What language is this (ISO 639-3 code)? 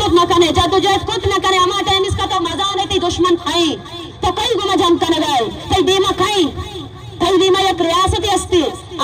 bgp